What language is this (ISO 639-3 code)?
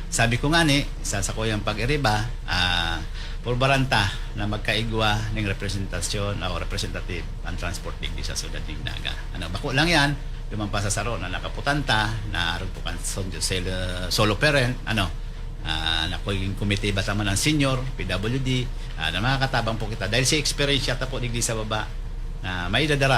bik